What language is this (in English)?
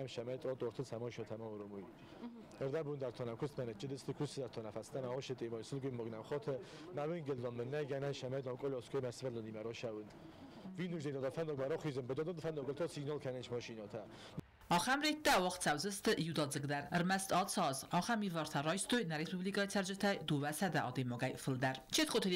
Ossetic